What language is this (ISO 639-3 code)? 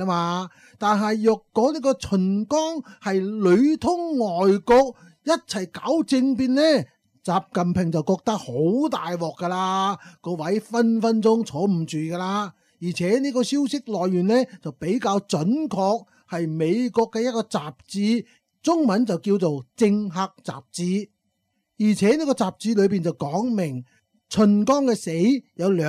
yue